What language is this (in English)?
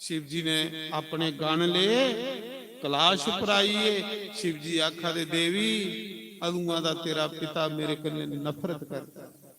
Dogri